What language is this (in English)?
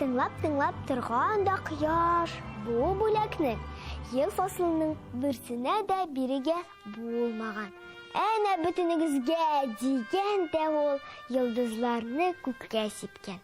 Tatar